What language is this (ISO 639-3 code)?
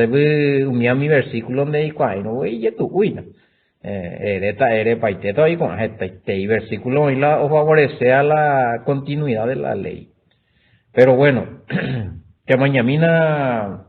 grn